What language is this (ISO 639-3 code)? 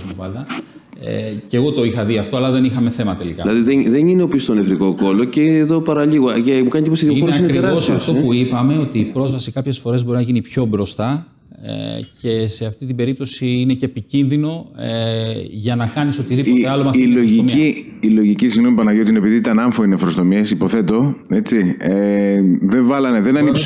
ell